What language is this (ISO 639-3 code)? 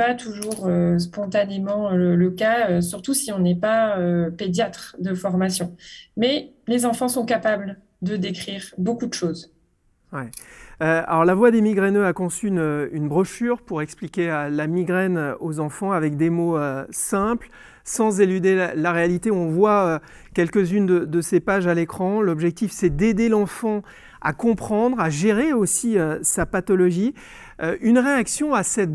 fra